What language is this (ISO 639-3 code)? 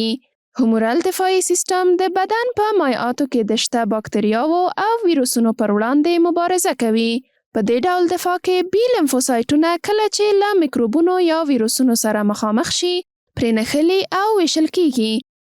pus